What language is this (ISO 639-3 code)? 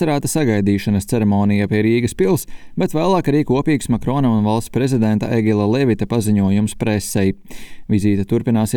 lav